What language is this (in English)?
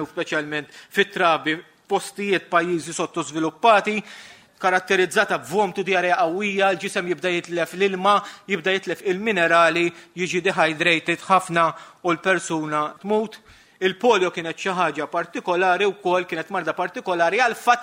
Maltese